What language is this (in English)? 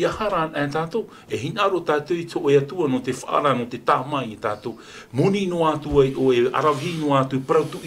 Tahitian